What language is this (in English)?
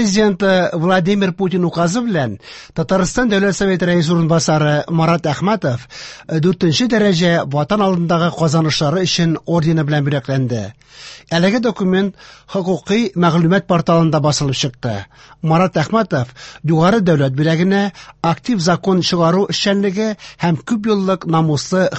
Tatar